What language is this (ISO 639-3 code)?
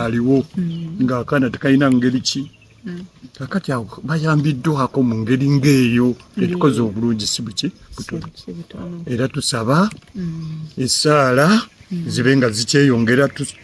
lug